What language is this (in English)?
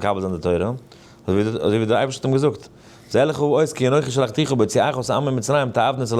Yiddish